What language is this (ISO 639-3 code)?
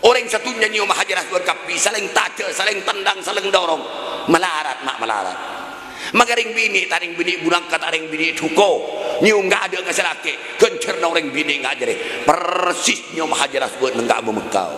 mad